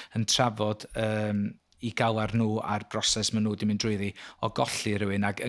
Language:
Welsh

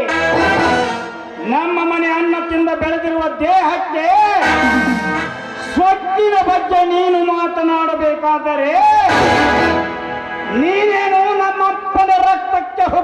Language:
Kannada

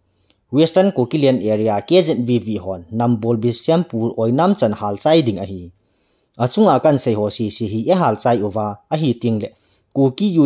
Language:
Thado Chin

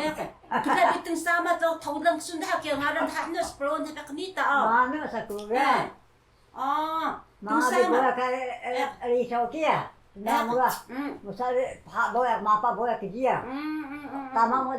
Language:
Taroko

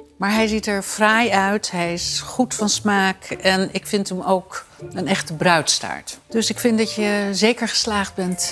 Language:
Dutch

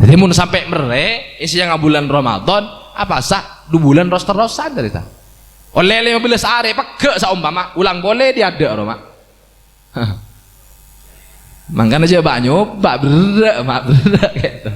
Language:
Madurese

